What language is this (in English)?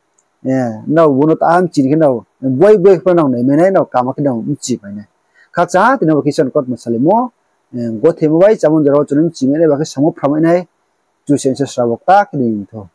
Riang (India)